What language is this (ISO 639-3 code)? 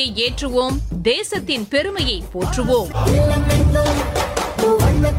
tam